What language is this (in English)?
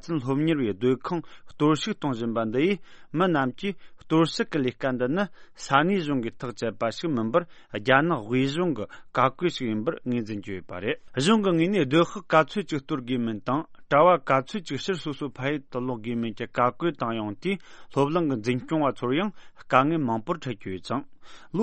Tibetan